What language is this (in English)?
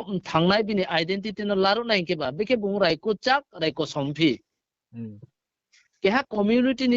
Riang (India)